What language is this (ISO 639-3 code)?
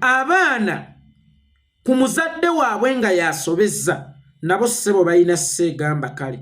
lug